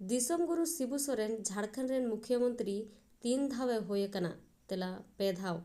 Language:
Santali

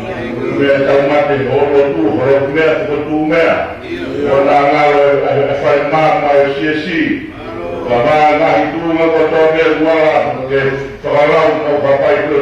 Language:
Tongan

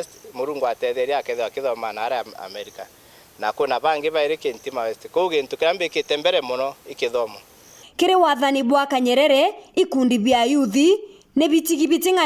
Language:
Meru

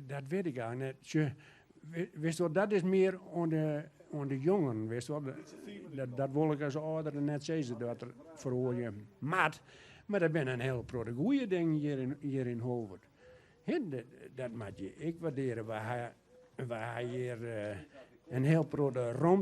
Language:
Western Frisian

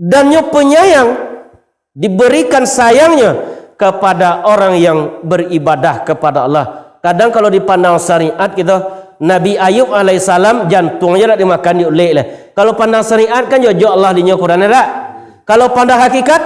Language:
Minangkabau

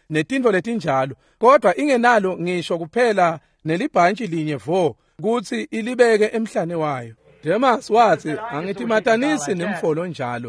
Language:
Swati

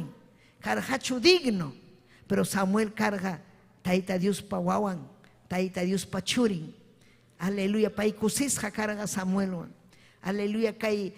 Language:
Ayacucho Quechua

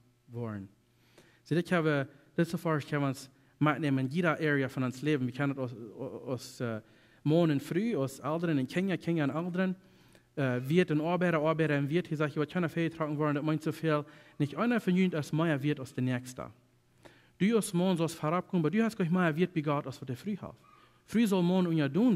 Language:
Plautdietsch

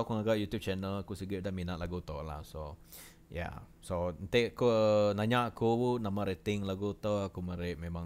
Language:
Iban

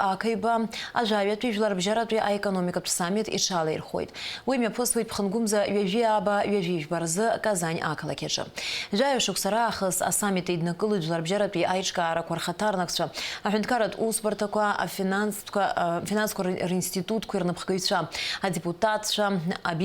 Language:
Abkhazian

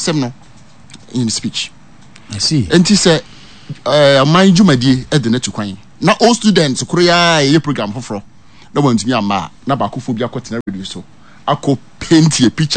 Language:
Akan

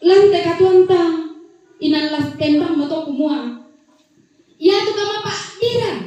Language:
Toraja-Sa'dan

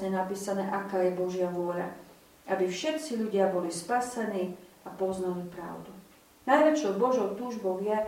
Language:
Slovak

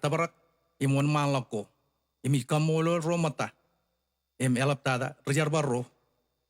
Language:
Marshallese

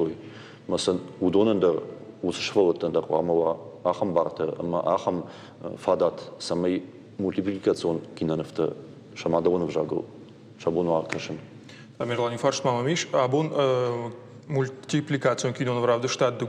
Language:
Ossetic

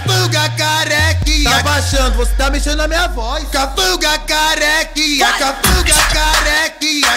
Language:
Portuguese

